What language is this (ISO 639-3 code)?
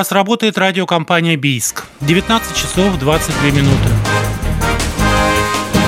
rus